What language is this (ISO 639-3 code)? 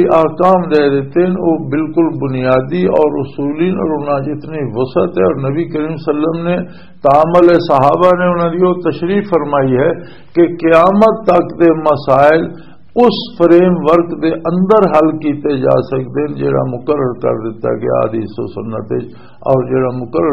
lah